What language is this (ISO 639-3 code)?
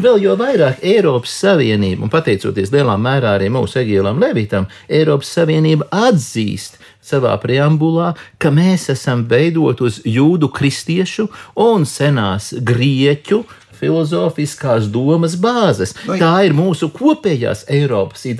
lav